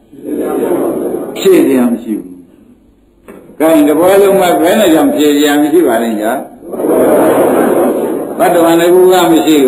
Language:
Burmese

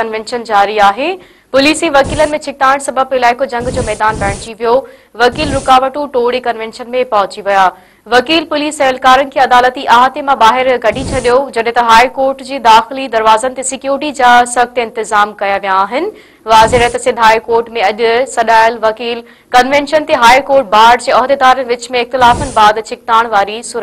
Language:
Sindhi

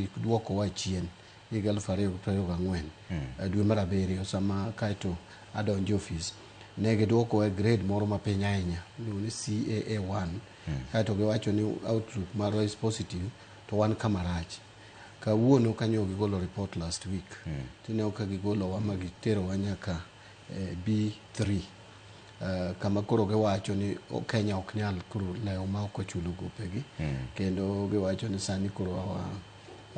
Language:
Luo (Kenya and Tanzania)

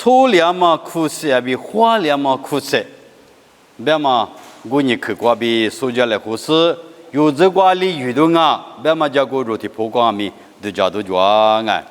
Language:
Lisu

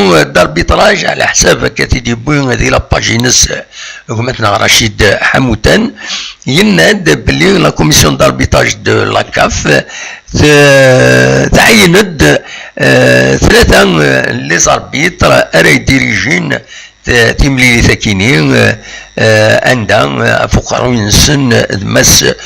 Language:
Kabyle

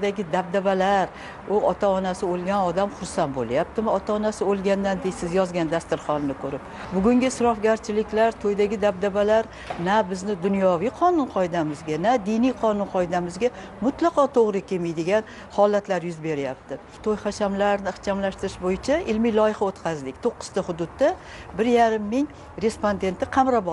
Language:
Uzbek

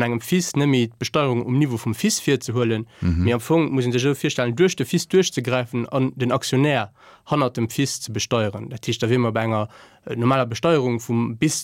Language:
Luxembourgish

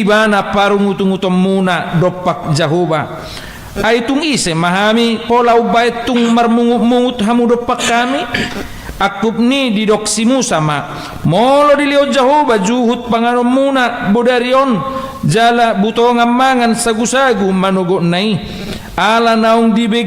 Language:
Batak Toba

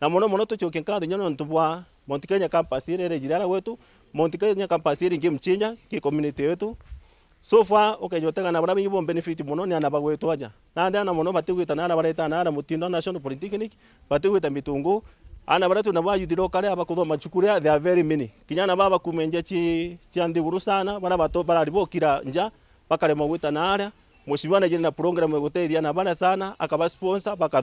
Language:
Meru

